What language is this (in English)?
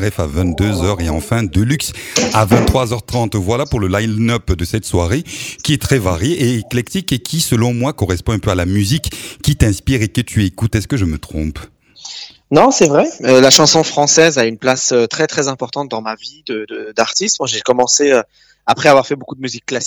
French